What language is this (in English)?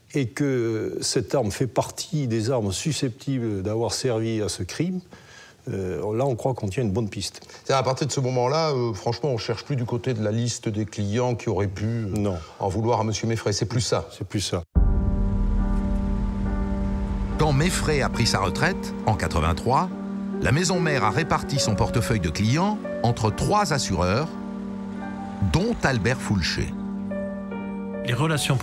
French